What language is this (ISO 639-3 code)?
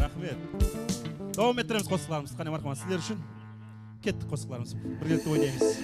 kaa